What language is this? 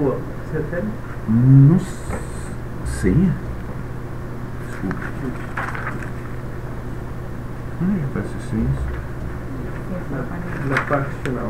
Portuguese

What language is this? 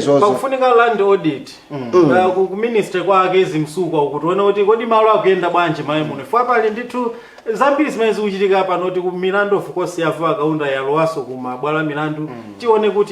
Nyanja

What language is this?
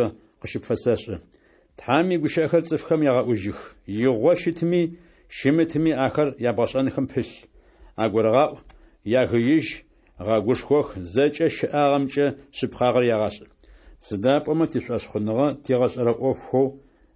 Adyghe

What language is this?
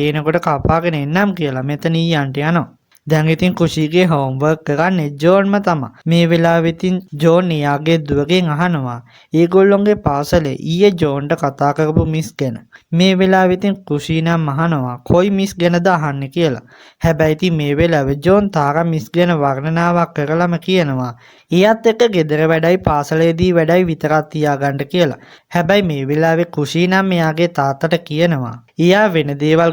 Sinhala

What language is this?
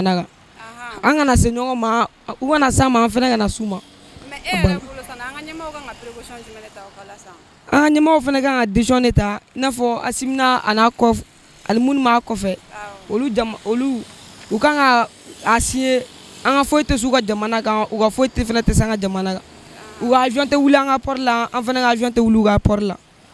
Bambara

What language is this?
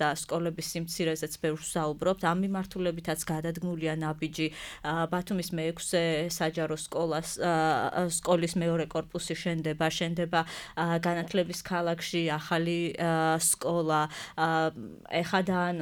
Georgian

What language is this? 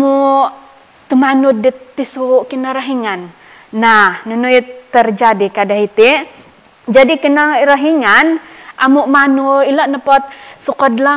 Central Dusun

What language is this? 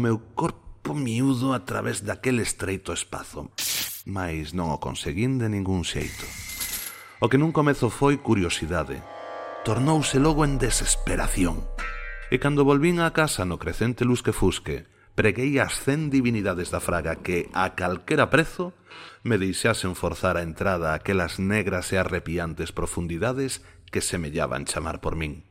Galician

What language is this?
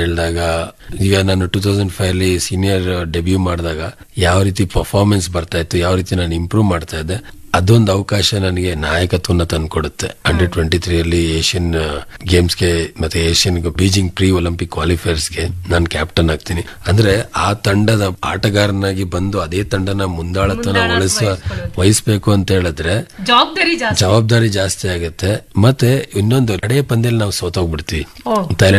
Kannada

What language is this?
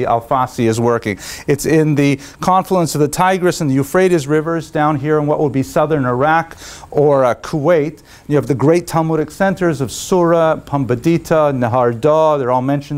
English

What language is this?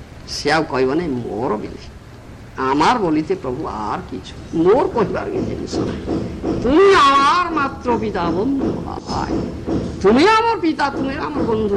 Odia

